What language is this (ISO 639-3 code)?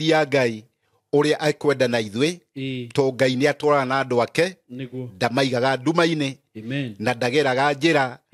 kik